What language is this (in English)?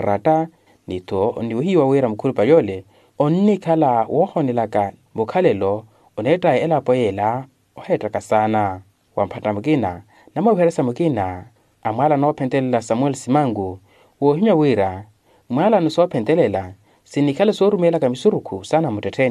Makhuwa